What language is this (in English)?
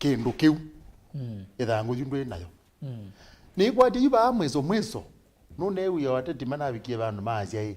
Kamba